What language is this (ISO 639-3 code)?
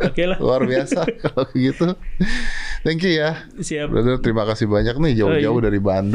ind